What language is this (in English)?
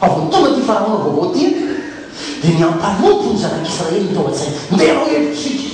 Malagasy